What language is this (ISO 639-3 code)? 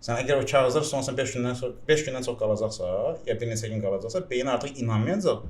aze